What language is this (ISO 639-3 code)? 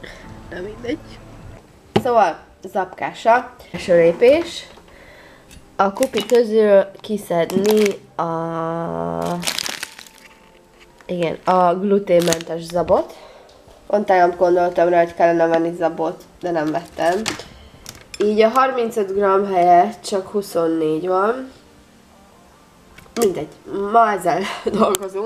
hun